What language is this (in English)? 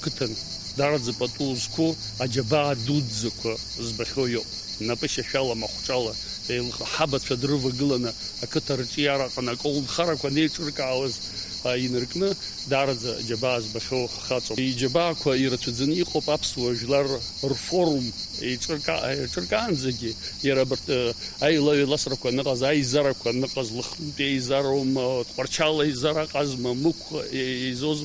Abkhazian